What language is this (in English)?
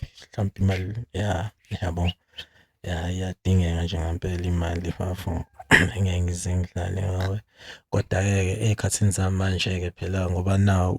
Zulu